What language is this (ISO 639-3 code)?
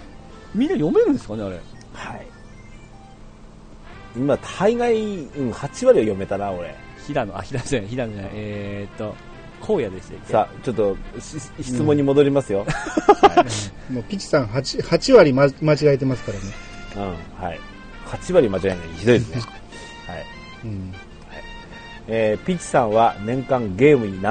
jpn